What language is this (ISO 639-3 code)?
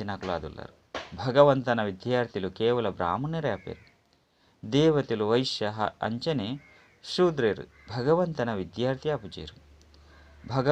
tcy